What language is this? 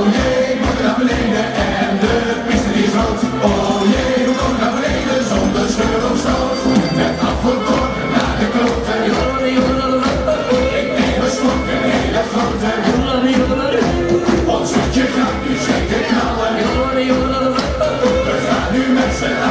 Dutch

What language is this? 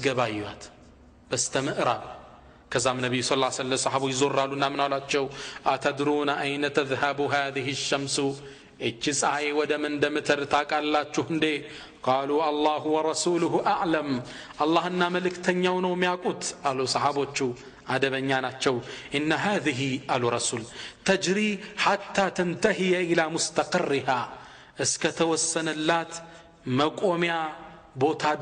Amharic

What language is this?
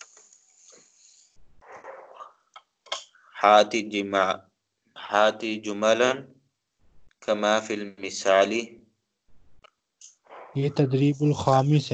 Urdu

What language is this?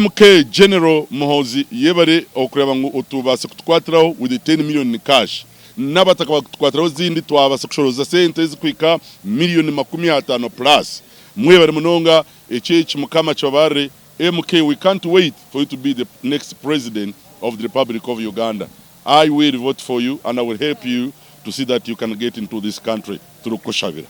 Nyankole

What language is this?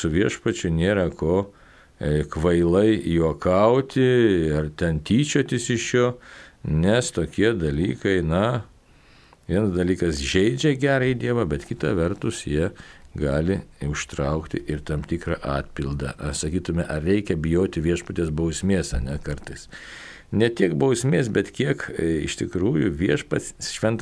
Lithuanian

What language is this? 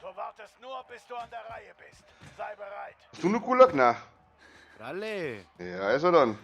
Bavarian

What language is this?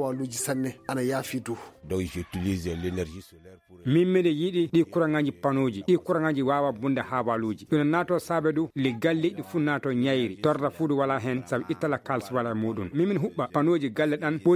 Maasina Fulfulde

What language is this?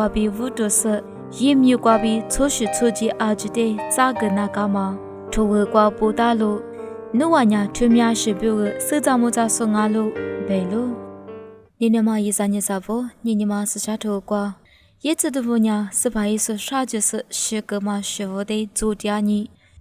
Lisu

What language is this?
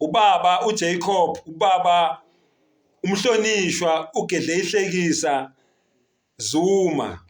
Zulu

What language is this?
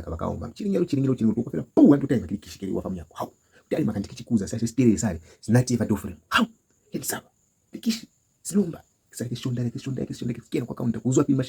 Lozi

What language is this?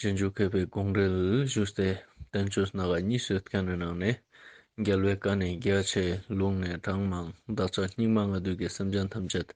Ladakhi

